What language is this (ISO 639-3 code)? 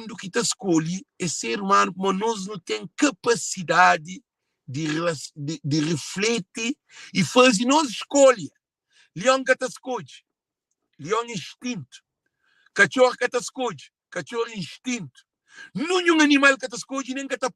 kea